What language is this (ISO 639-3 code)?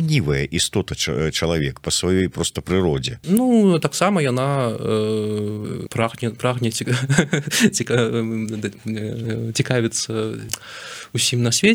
bel